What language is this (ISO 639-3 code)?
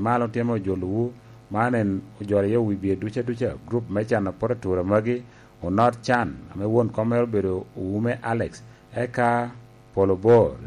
laj